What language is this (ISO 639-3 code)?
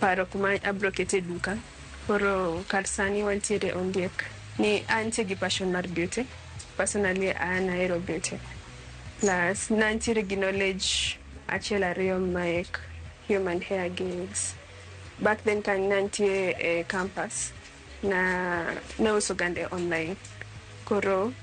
luo